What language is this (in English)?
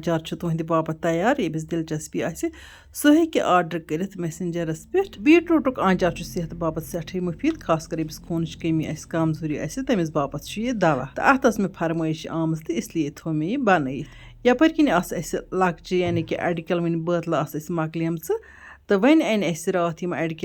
Kashmiri